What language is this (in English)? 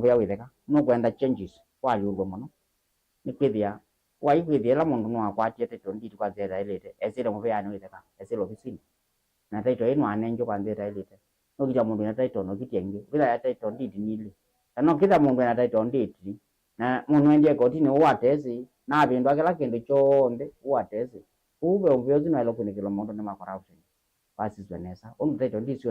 Kamba